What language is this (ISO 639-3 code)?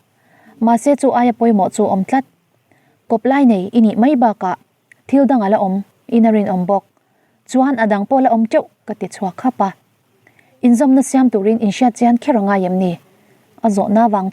lus